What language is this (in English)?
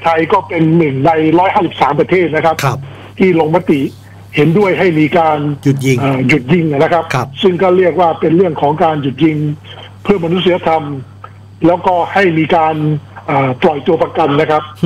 Thai